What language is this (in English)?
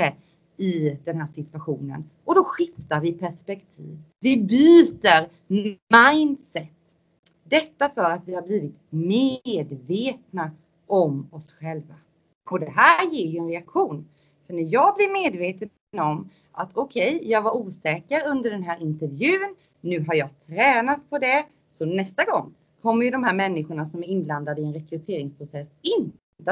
Swedish